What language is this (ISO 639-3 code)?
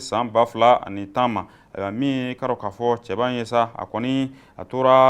bam